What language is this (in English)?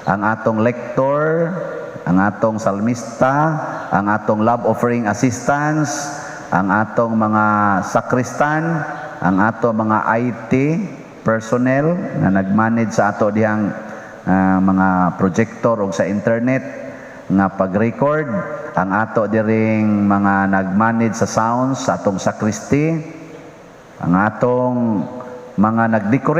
Cebuano